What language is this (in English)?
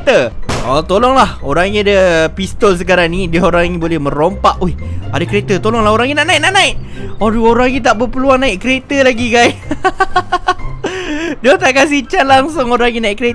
Malay